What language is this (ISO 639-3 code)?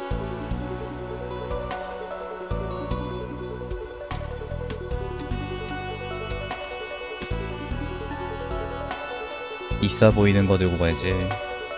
kor